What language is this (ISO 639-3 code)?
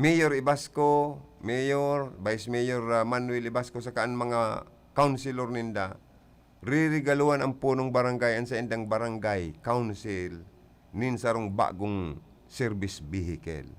bik